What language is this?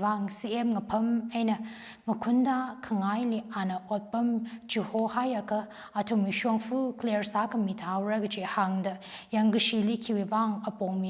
Tangkhul Naga (India)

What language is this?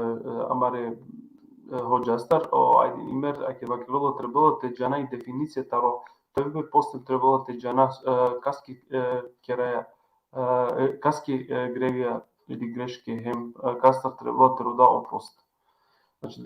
Balkan Romani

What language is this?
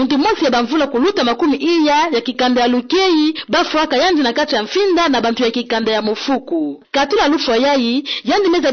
Kituba (Democratic Republic of Congo)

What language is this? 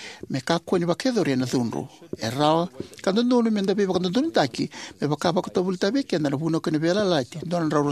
Fijian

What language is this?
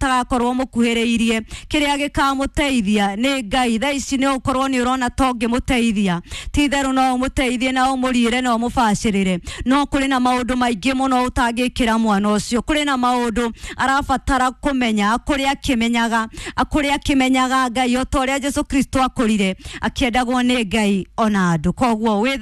Kikuyu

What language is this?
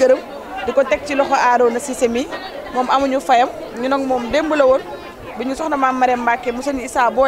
Wolof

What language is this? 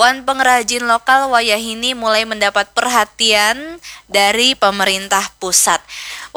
Banjar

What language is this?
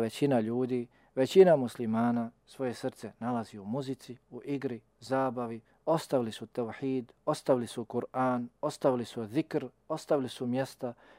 Bosnian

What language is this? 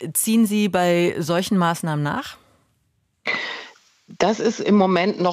German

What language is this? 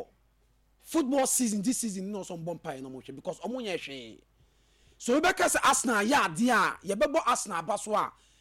Akan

